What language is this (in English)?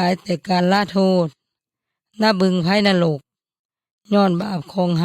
Yoy